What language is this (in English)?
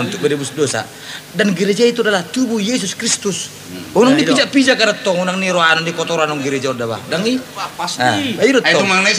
Batak Toba